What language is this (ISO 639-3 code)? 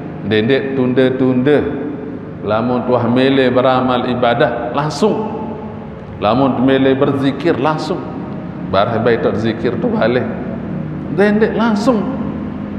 sas